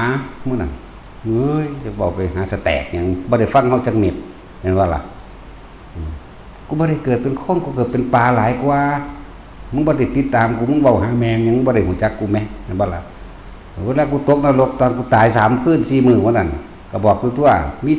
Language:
Northeastern Thai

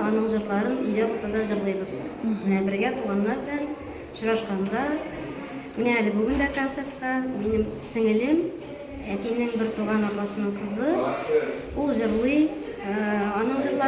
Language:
Tatar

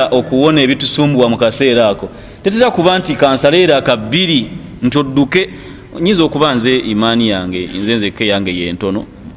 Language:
Ganda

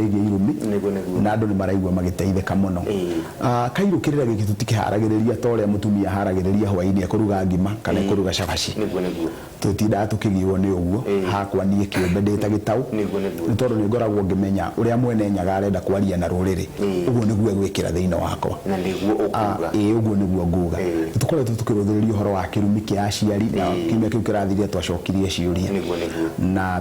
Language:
Kikuyu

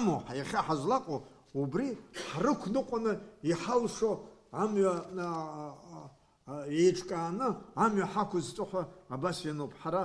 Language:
Abkhazian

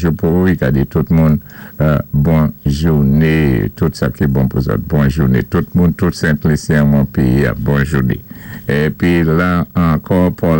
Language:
Saint Lucian Creole French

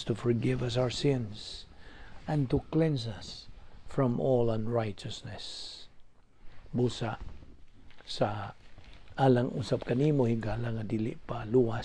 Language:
Cebuano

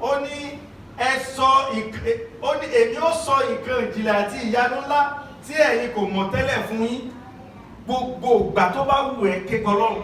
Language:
Yoruba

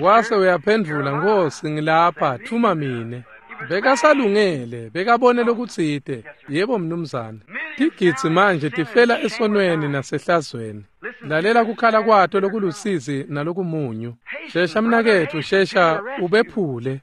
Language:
Swati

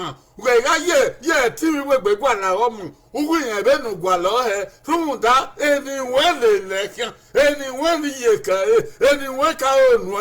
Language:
Bini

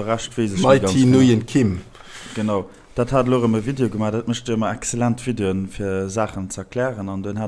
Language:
Luxembourgish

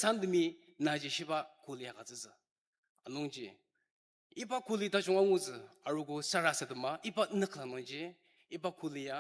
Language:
Ao Naga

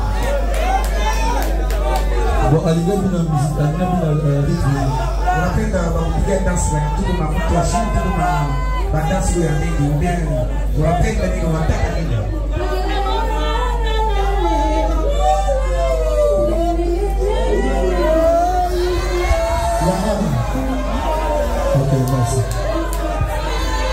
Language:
Swahili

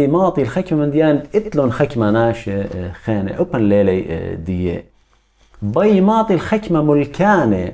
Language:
Assyrian Neo-Aramaic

